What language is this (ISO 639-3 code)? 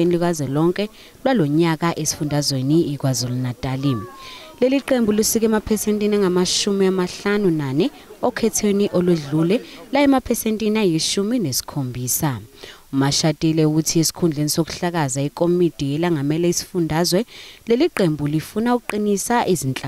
zul